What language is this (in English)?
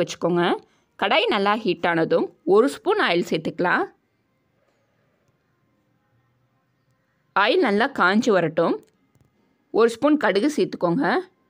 Tamil